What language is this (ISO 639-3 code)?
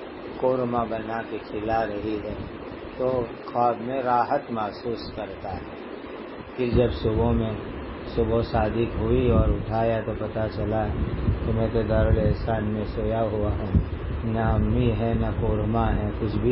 urd